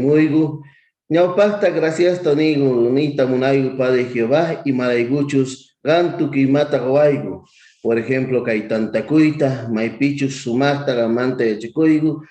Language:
South Bolivian Quechua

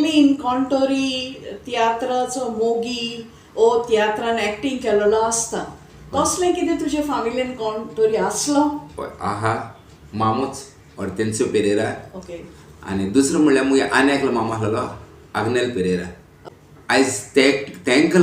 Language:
Konkani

